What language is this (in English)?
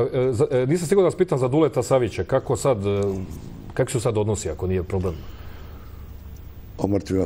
Serbian